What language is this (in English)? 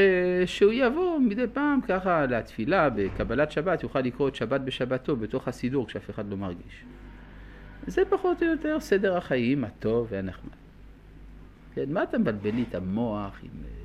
Hebrew